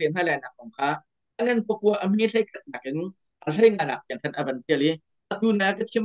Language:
Hakha Chin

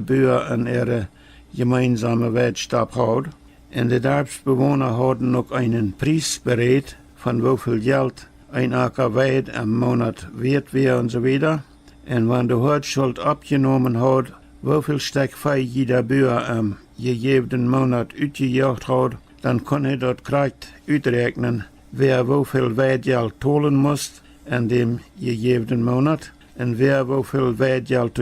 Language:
Plautdietsch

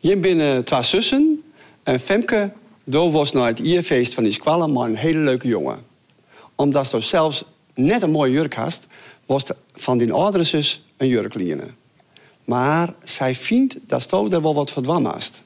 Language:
Western Frisian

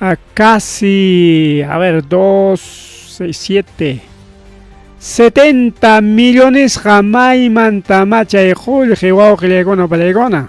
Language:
Ayacucho Quechua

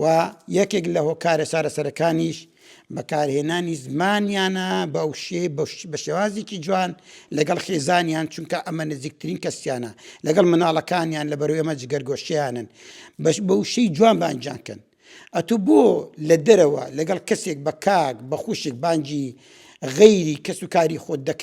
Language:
Central Kurdish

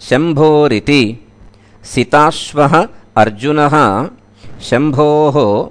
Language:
Sanskrit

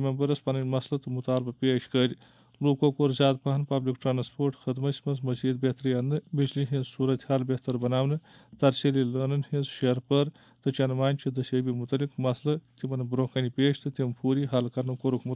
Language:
Kashmiri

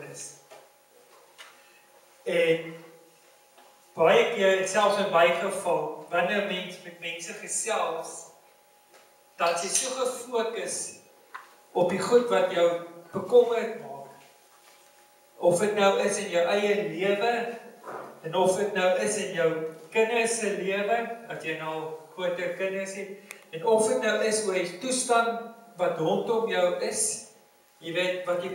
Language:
Afrikaans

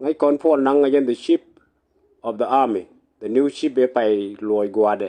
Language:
Nuer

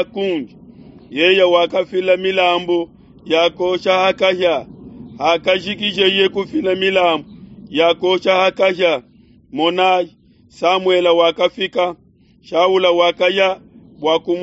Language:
Luba-Lulua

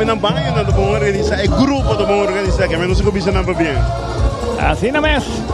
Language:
Papiamento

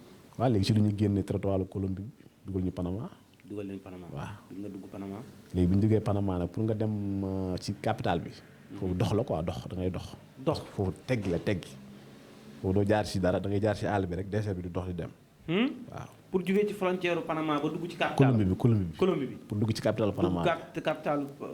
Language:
Wolof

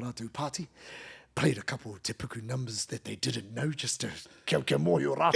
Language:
Māori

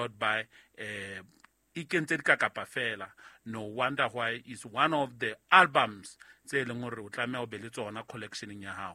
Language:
Southern Sotho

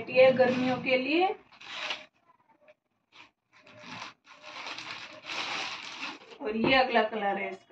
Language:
Hindi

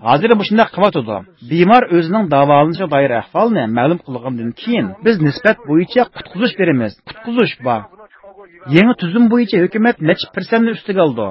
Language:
Uyghur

